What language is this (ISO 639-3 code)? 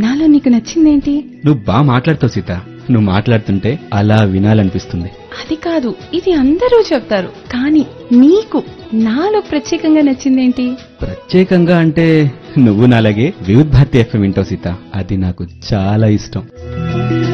tel